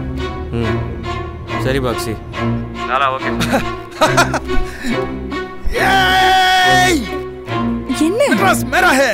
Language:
Tamil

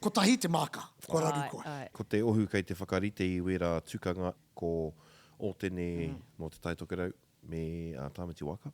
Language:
Māori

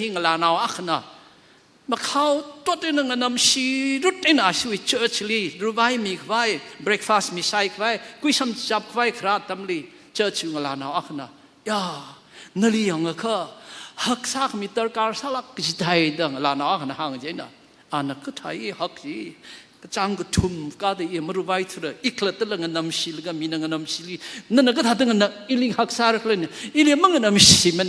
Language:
Tangkhul Naga (India)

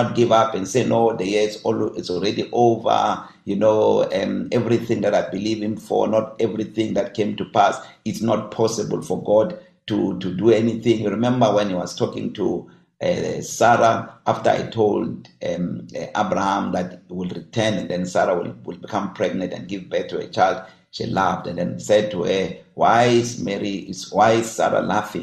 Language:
English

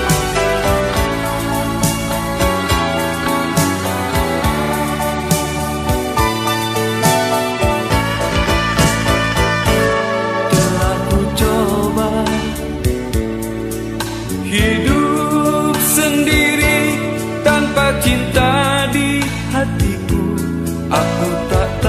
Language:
Indonesian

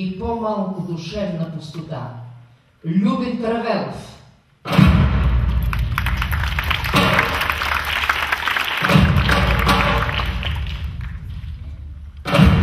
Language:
Bulgarian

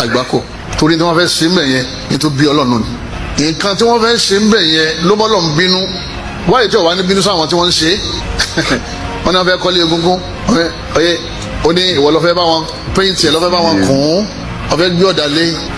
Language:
Yoruba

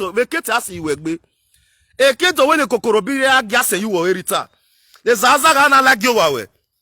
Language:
Nigerian Pidgin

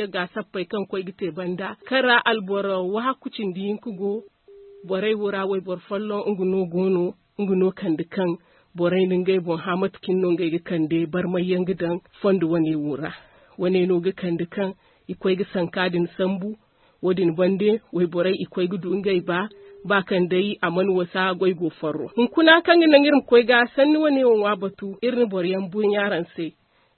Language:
Zarma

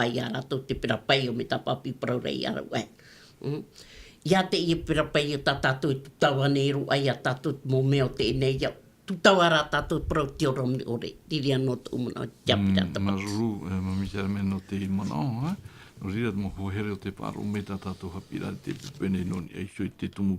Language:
Tahitian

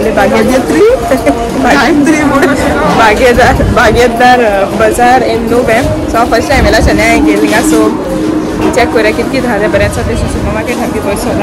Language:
Konkani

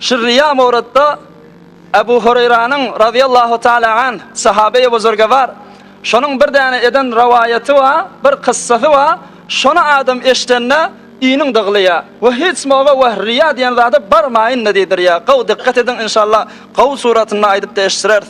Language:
Turkmen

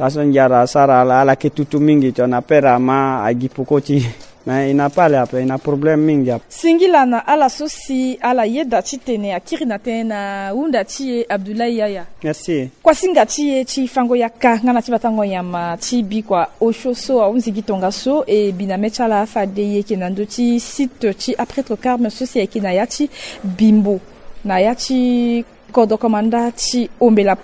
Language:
Sango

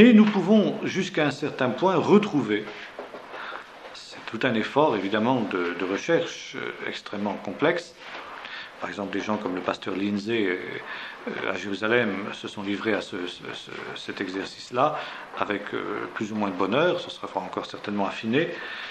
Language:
French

